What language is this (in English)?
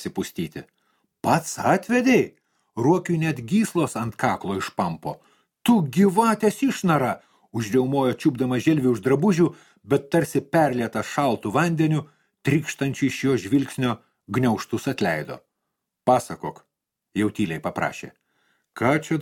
Lithuanian